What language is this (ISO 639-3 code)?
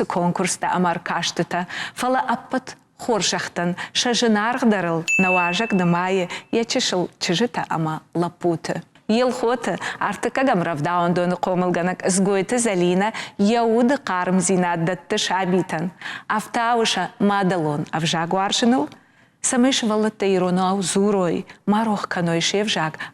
oss